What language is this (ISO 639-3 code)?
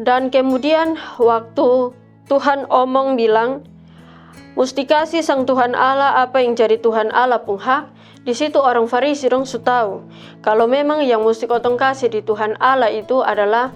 mkn